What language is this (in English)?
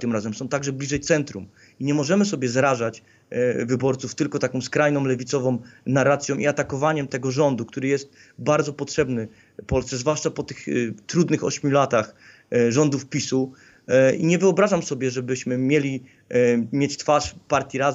Polish